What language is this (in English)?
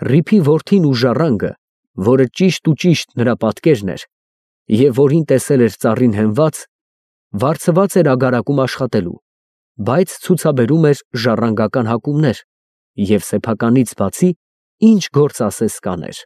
Armenian